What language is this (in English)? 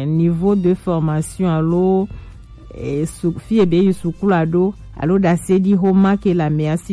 Gen